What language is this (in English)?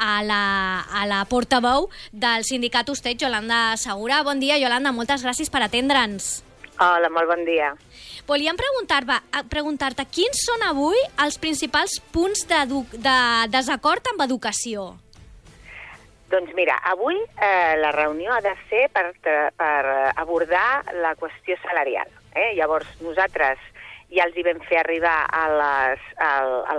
Catalan